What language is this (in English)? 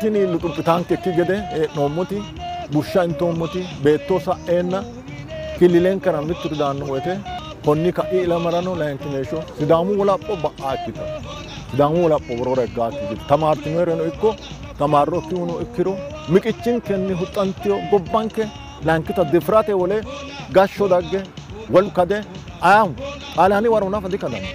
Sidamo